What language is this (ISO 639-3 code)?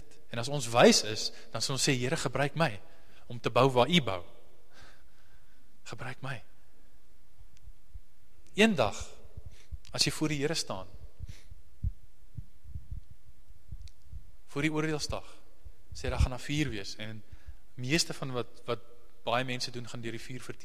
afr